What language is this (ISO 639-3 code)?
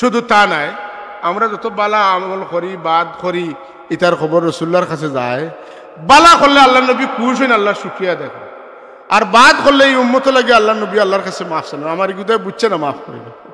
syl